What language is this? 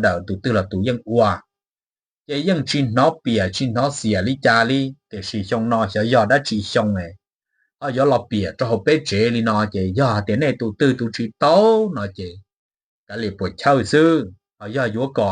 Hmong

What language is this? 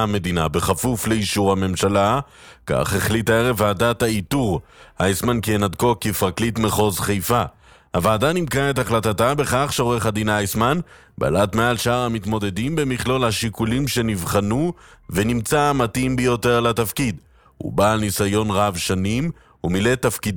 Hebrew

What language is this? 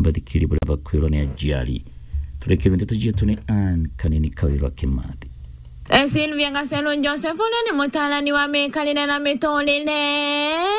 Meru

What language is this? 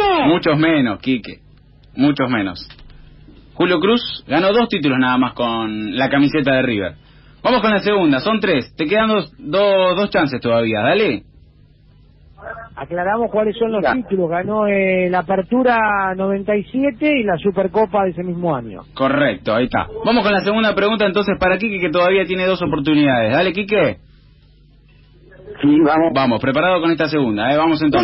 Spanish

